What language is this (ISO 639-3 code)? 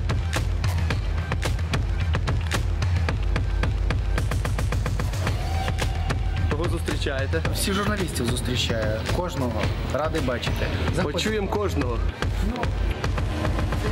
ukr